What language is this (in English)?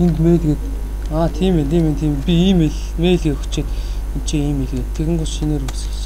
Mongolian